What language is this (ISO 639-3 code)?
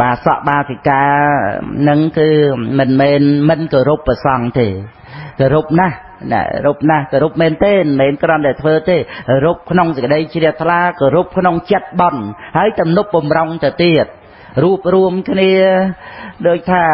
khm